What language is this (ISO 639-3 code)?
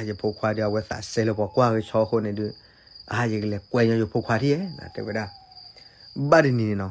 ksw